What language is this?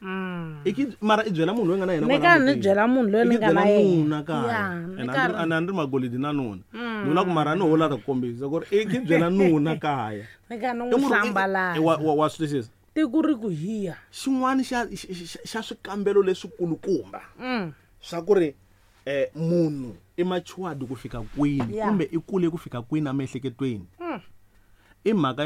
Tsonga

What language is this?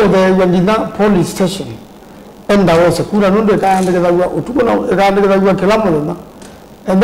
Kamba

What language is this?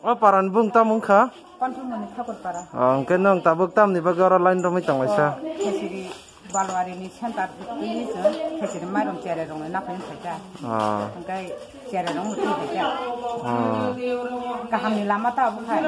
Kok Borok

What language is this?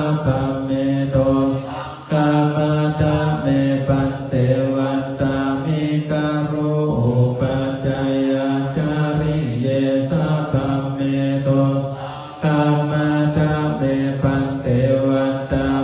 Pali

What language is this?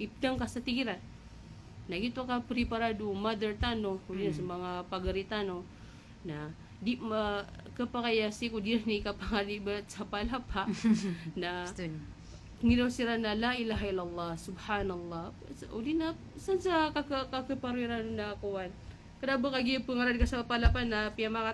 Maranao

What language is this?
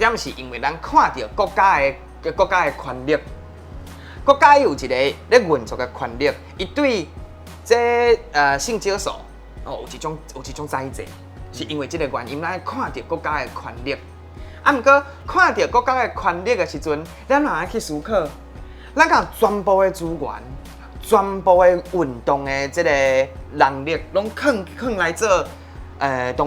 Min Nan Chinese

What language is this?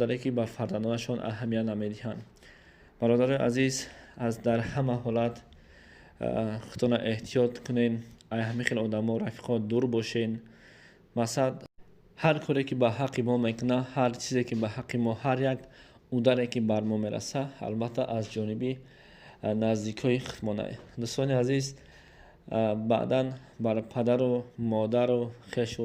Tajik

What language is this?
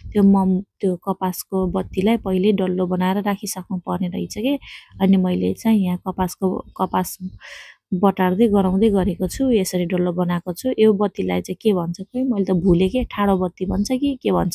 Nepali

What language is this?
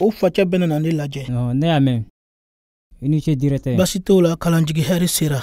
Bambara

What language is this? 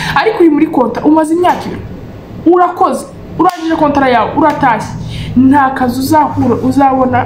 Kinyarwanda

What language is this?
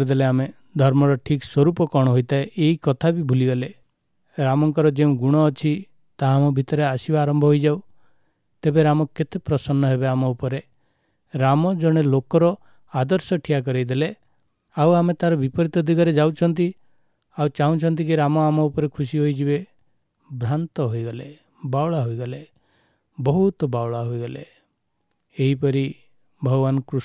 Odia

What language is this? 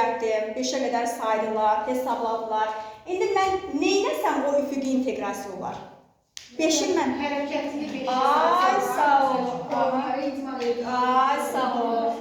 Azerbaijani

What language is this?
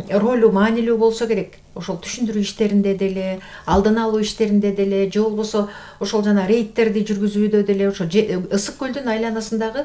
Kyrgyz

